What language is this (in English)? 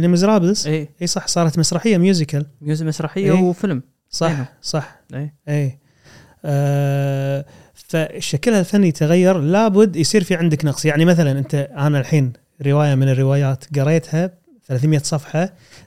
Gulf Arabic